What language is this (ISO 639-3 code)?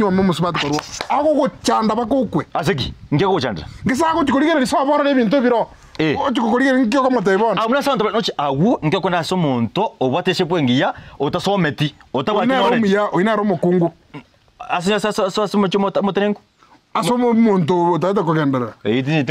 guz